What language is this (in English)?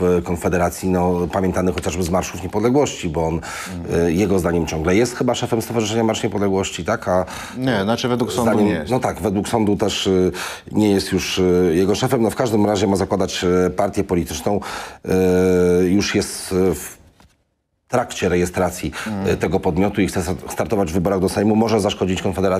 Polish